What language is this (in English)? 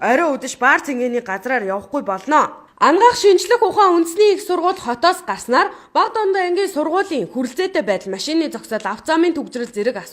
Mongolian